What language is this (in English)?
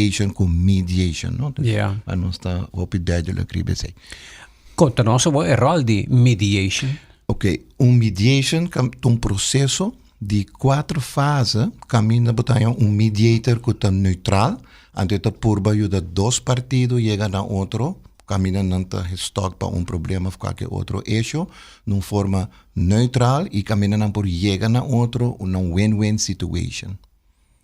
Papiamento